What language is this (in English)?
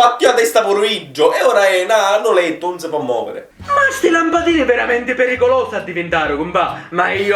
Sicilian